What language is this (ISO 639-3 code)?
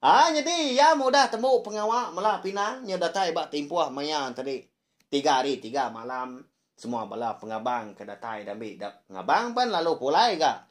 iba